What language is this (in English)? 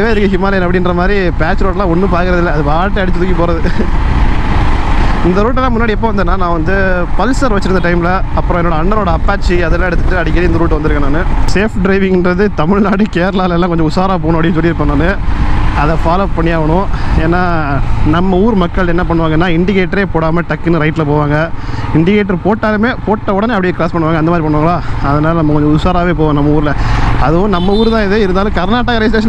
Tamil